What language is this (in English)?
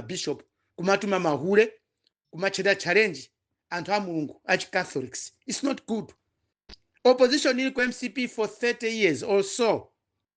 Nyanja